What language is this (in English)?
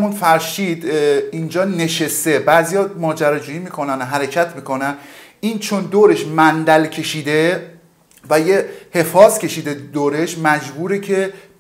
Persian